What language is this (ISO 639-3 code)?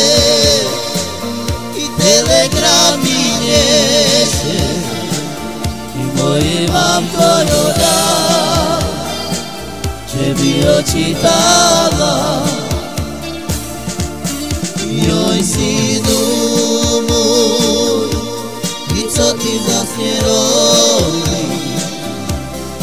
slk